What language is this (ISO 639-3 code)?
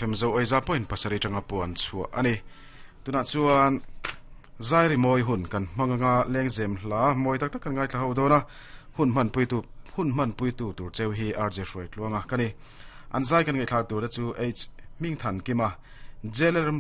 lus